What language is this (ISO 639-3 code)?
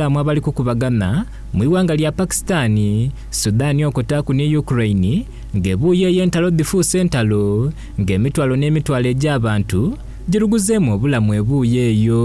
xog